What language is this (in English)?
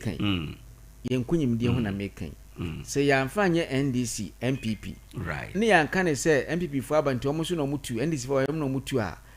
Akan